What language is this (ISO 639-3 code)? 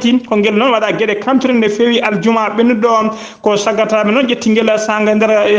ful